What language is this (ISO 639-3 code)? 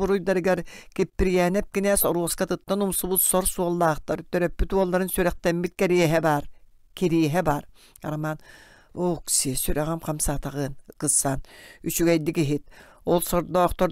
sah